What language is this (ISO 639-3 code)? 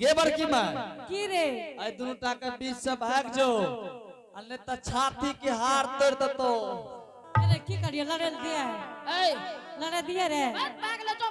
anp